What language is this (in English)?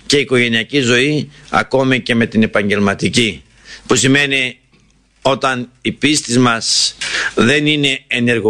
Greek